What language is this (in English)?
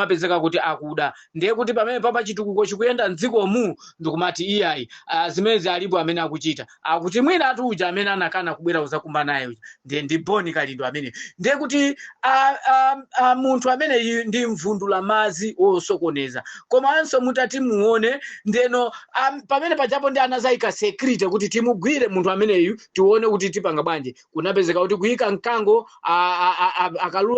Nyanja